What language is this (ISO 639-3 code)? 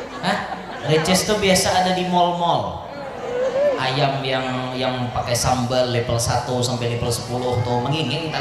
bjn